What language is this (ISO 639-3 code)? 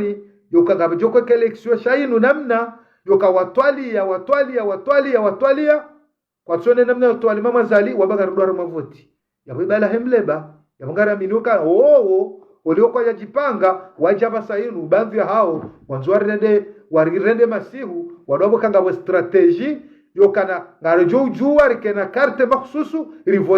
zdj